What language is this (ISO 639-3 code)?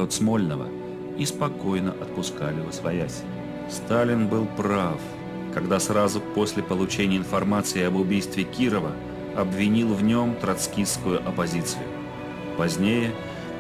rus